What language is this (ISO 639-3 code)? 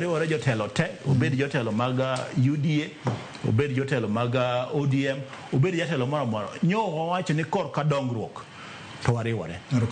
luo